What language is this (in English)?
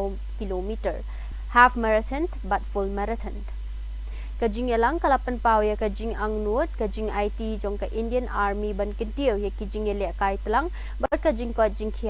Khasi